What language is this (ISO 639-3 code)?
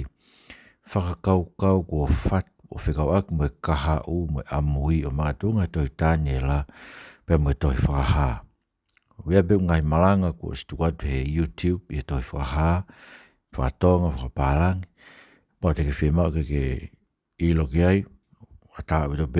ton